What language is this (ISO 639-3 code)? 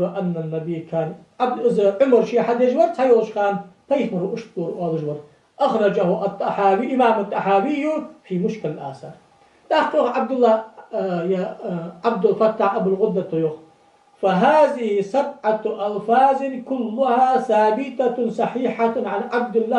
inh